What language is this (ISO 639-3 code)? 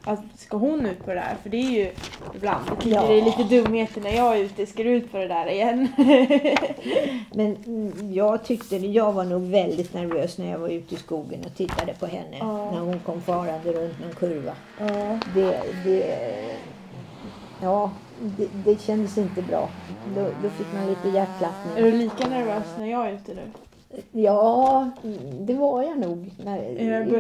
swe